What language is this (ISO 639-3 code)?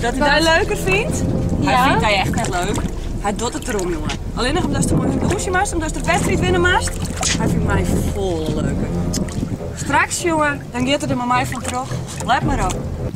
fry